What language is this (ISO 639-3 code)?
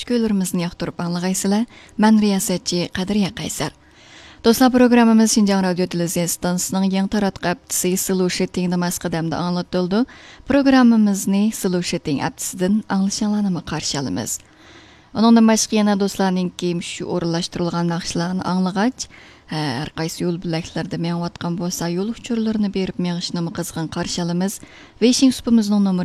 uig